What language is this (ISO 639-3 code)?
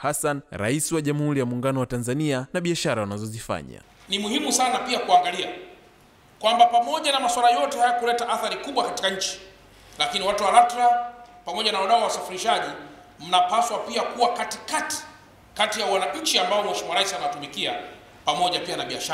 swa